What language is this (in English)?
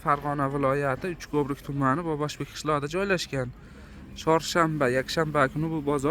Uzbek